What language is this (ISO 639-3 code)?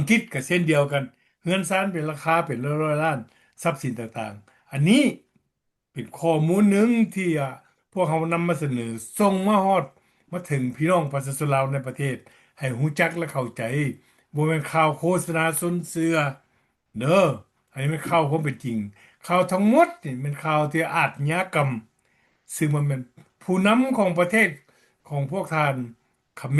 lao